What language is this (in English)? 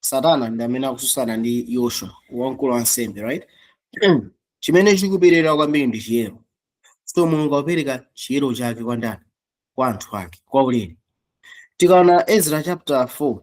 Nyanja